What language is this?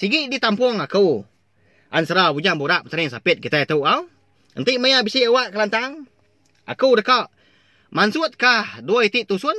Iban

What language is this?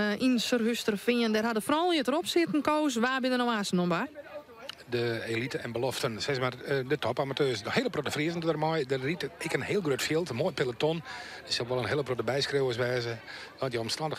Western Frisian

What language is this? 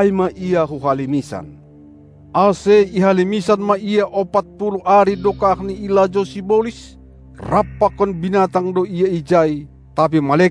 Batak Simalungun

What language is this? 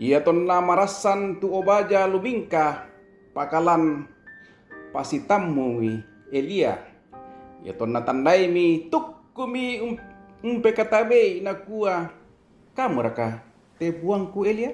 Toraja-Sa'dan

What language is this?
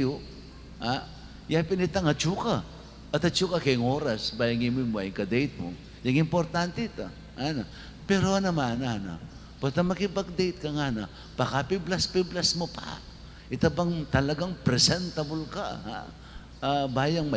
Pampanga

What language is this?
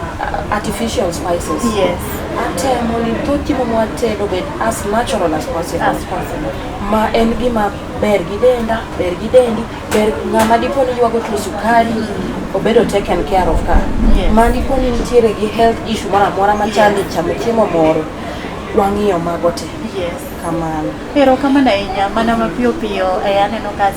Luo (Kenya and Tanzania)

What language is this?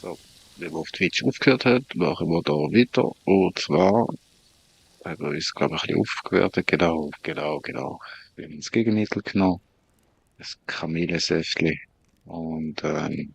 Swiss German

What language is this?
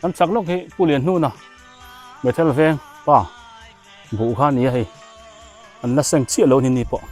Biete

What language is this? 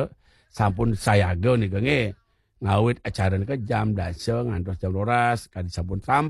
Balinese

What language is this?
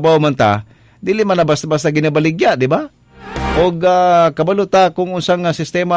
Cebuano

